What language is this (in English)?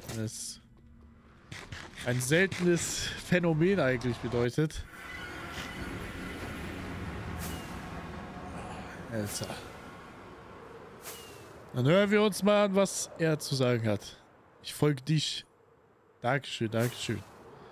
German